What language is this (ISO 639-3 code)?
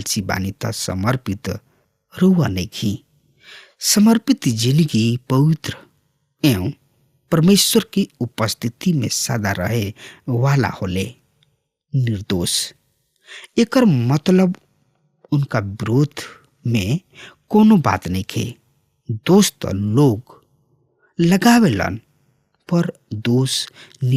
bho